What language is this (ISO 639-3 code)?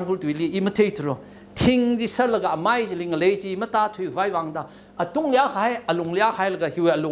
nmf